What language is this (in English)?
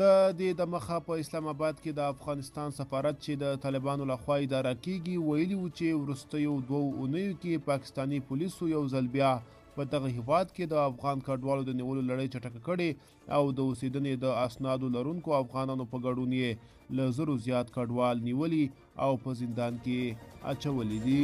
Pashto